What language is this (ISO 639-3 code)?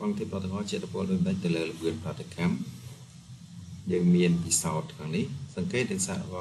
khm